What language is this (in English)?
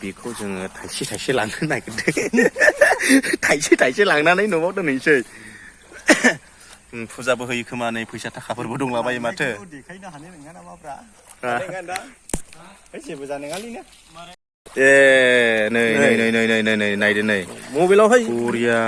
Bodo